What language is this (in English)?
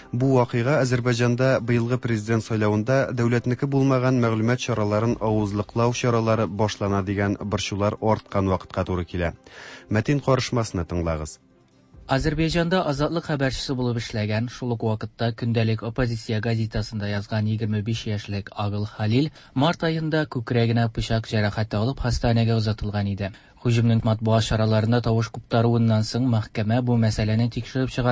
Tatar